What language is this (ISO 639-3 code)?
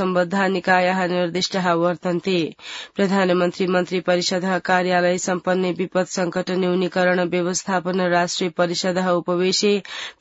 san